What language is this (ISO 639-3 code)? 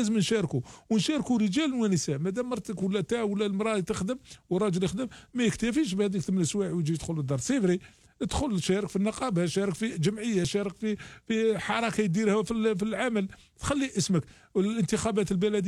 arq